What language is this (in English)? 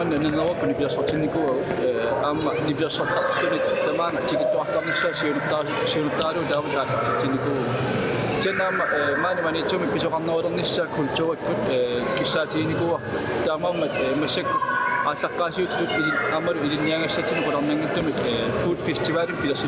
Kalaallisut